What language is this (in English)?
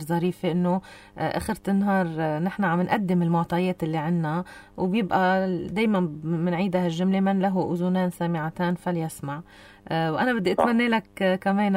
North Levantine Arabic